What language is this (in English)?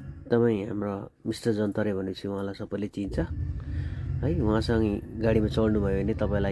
Nepali